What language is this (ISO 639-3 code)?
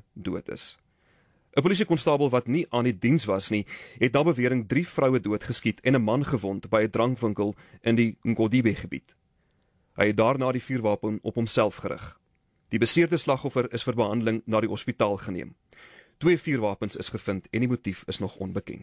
afr